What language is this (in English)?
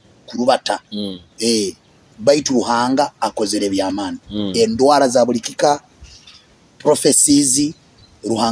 Nyoro